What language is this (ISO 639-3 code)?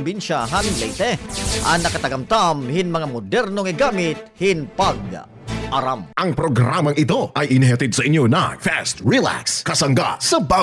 war